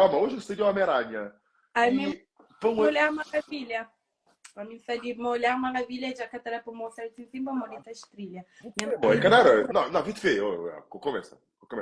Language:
Kabuverdianu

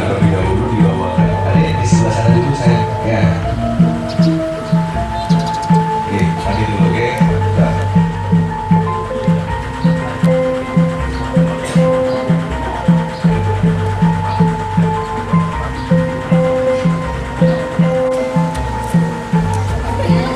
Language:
Indonesian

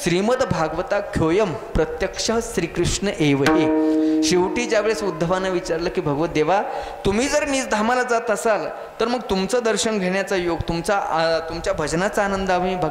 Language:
Marathi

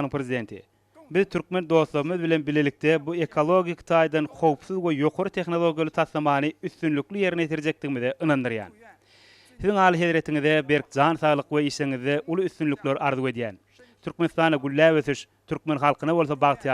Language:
Turkmen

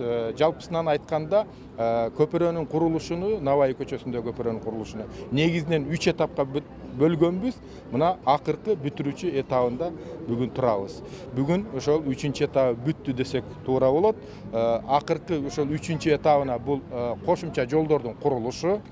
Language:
Kyrgyz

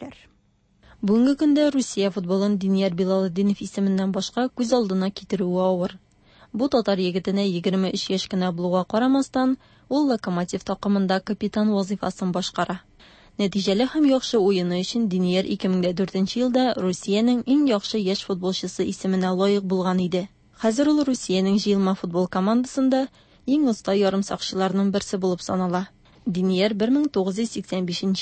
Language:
Tatar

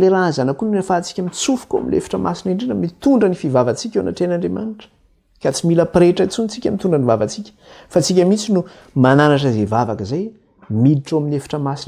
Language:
Malagasy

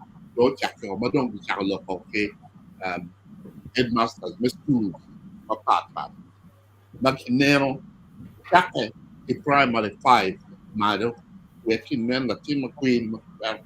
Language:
Acoli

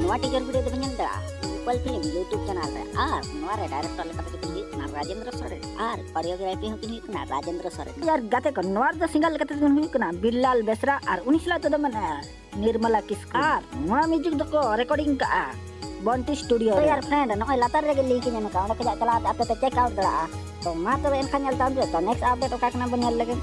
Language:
Santali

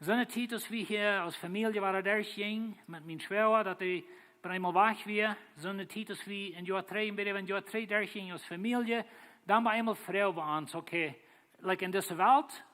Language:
Plautdietsch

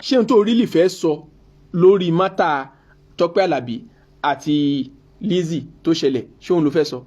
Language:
Yoruba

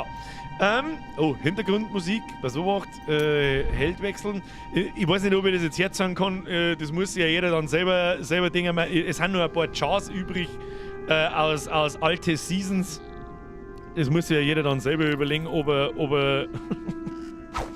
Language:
Bavarian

